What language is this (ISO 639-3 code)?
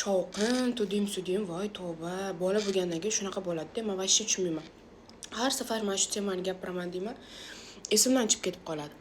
uzb